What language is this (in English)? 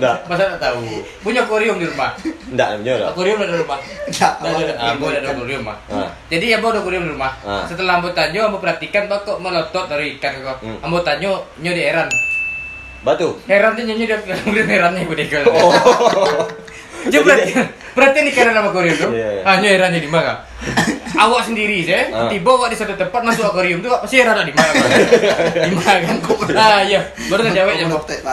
Minangkabau